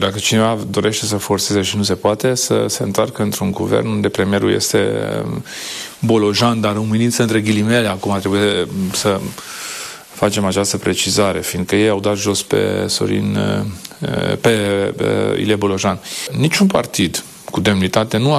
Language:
Romanian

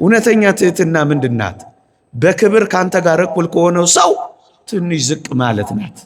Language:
Amharic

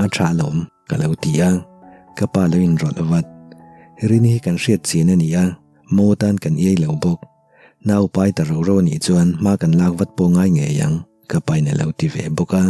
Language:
Mizo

